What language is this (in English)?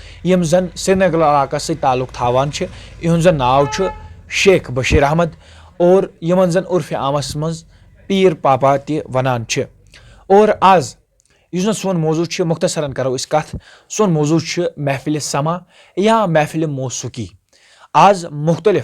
Kashmiri